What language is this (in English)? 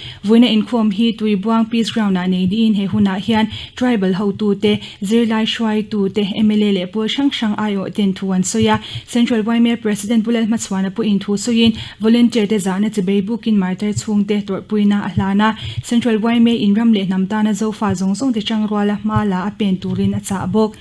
Mizo